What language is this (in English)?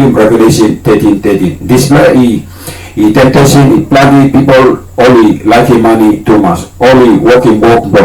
Tok Pisin